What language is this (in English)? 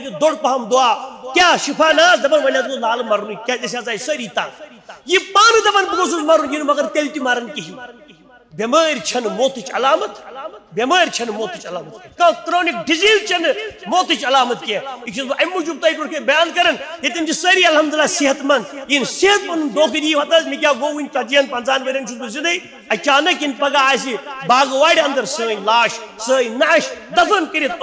Kashmiri